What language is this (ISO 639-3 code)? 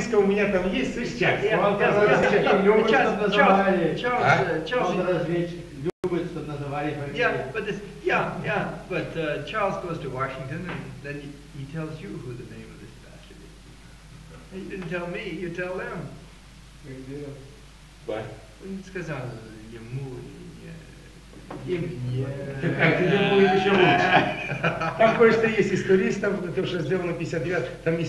rus